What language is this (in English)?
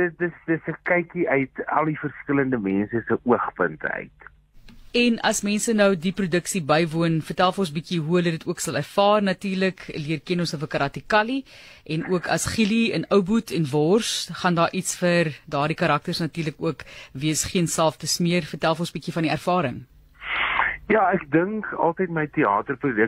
Afrikaans